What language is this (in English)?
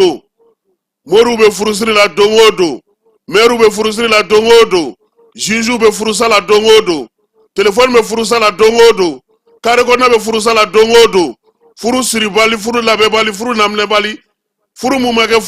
Bambara